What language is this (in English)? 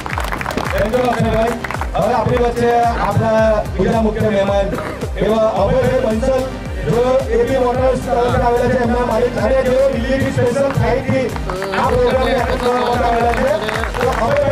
Gujarati